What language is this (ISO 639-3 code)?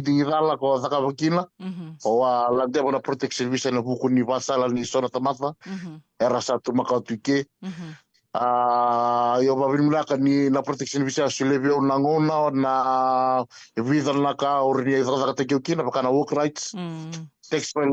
fij